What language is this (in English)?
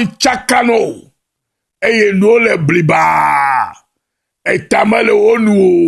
Ewe